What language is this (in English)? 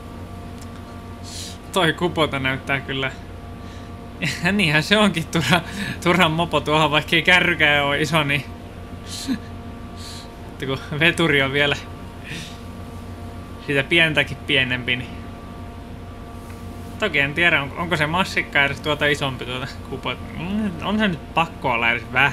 Finnish